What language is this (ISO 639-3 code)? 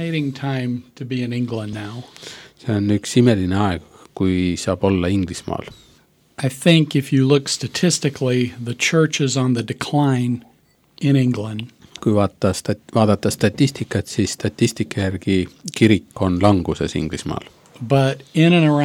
est